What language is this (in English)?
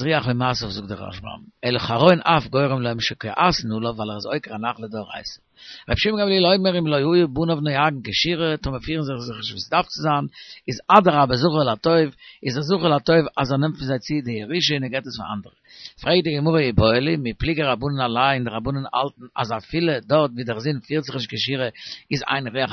Yiddish